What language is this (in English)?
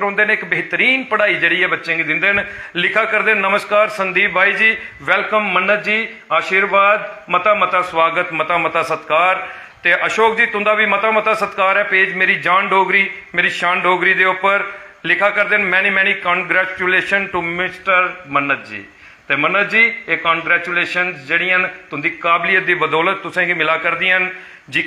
Dogri